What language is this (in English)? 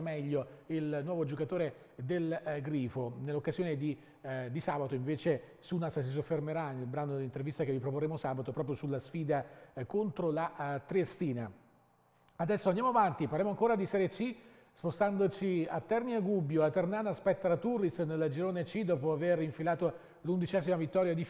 Italian